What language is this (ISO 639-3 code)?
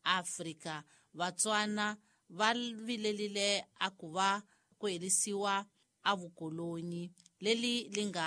tso